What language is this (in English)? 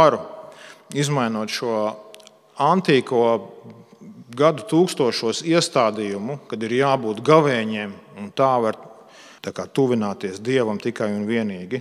Latvian